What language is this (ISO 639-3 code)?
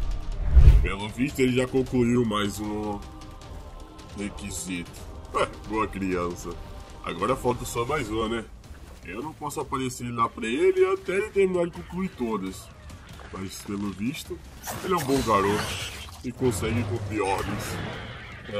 por